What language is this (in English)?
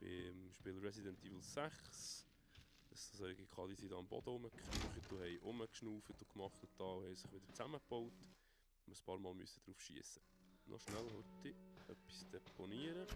Swiss German